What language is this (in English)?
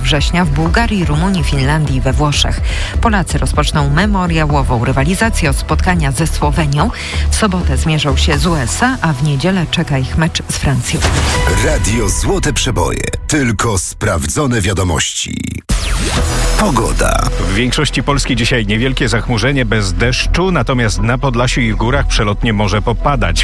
Polish